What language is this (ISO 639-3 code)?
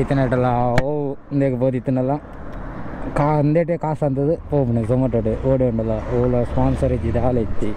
tcy